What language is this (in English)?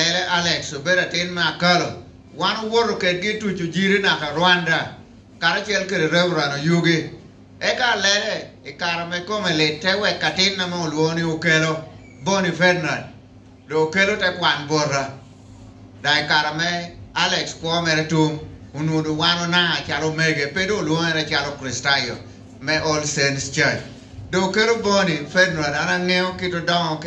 Lango (Uganda)